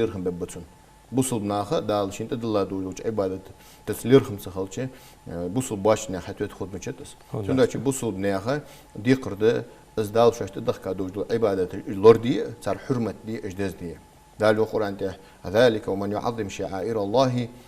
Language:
Ingush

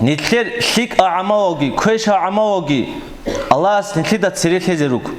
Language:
Avaric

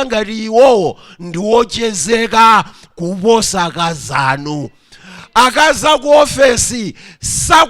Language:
Nyanja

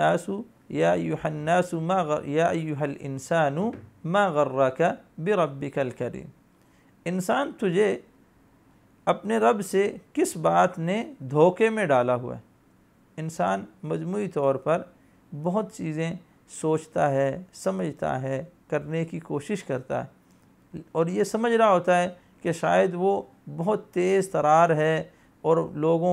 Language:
Urdu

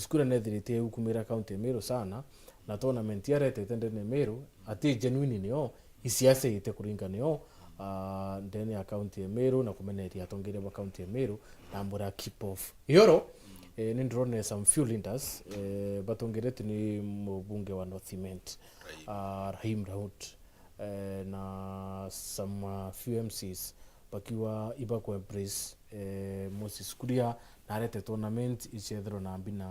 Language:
Meru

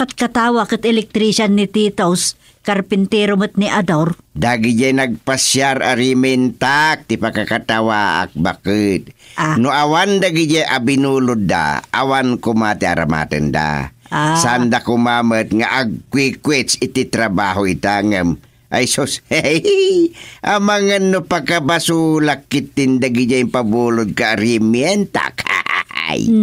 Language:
Iloko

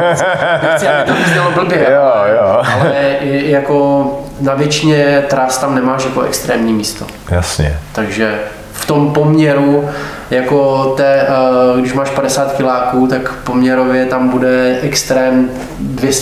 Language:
Czech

